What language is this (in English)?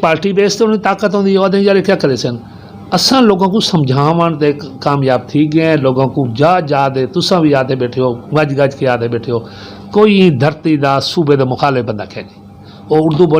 Saraiki